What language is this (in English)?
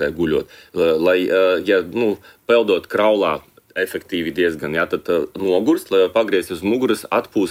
Latvian